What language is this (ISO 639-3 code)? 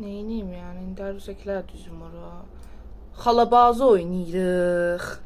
azb